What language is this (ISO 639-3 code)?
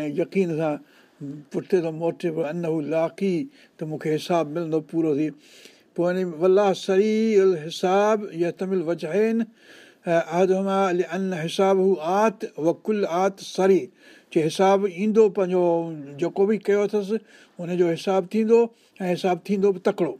snd